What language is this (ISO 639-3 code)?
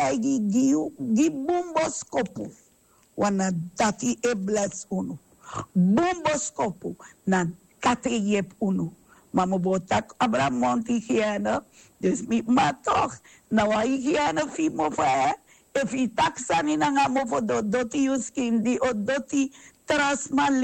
srn